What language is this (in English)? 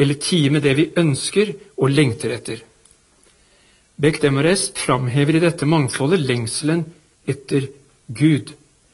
Norwegian